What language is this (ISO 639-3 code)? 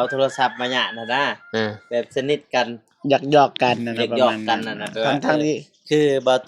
lao